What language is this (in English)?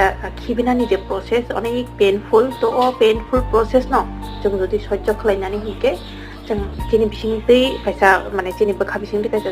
Kok Borok